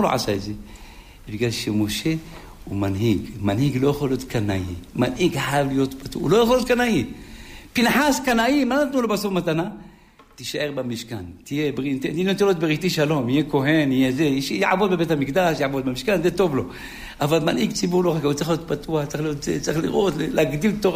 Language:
Hebrew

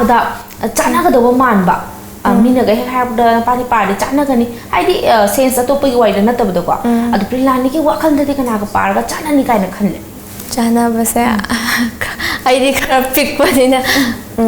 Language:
Manipuri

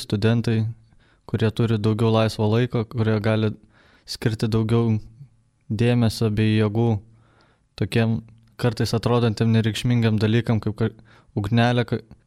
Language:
Lithuanian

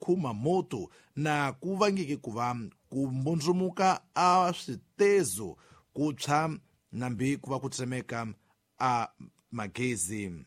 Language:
Tsonga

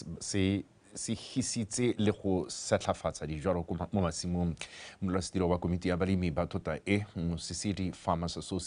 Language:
Tswana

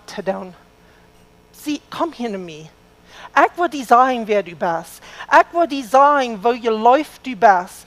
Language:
Plautdietsch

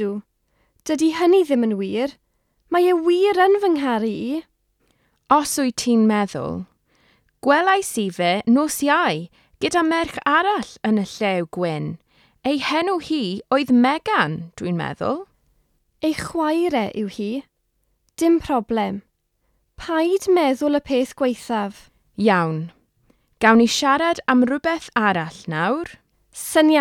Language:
Welsh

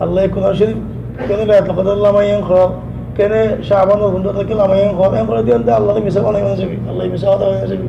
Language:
Rohingya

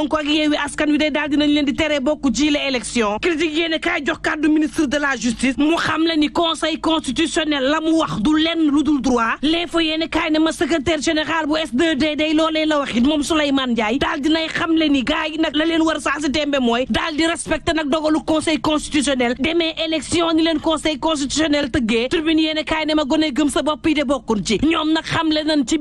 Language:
Wolof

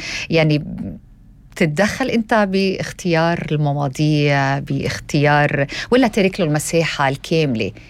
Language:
North Levantine Arabic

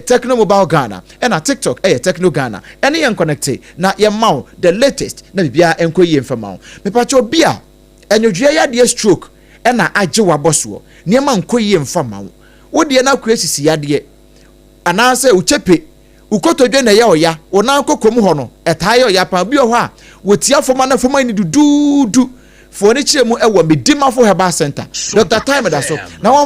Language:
Akan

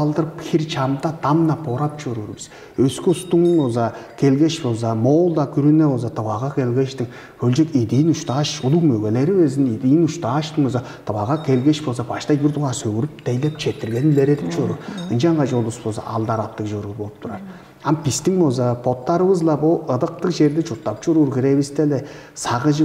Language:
Tuvinian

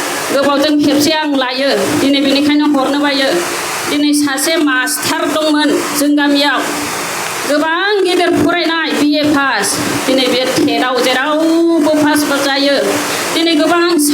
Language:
Bodo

